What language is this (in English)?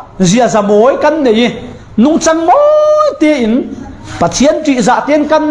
Falam Chin